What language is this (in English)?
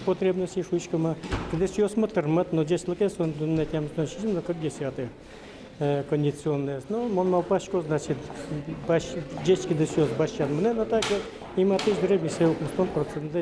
Udmurt